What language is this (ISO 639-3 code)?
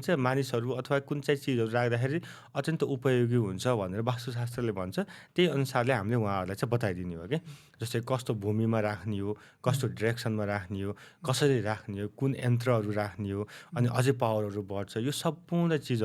nep